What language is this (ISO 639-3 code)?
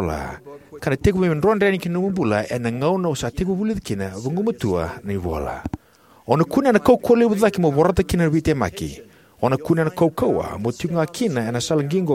fij